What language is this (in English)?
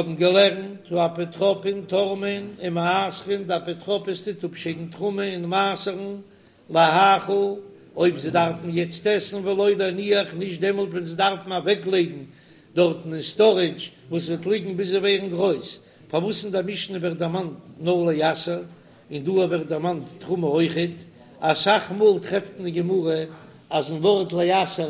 Yiddish